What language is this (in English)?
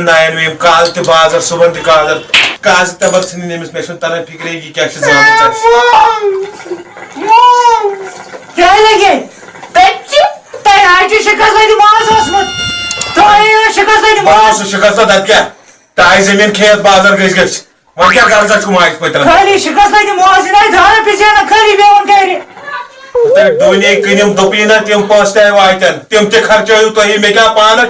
Kashmiri